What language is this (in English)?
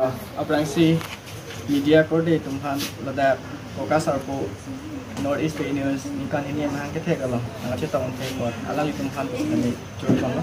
Karbi